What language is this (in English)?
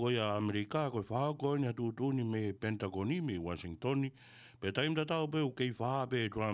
Tongan